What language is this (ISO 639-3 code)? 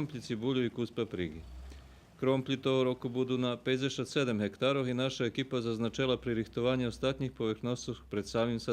rue